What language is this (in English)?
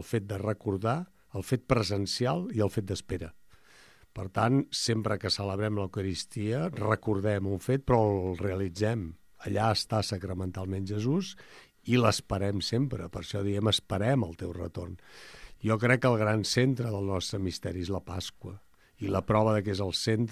Catalan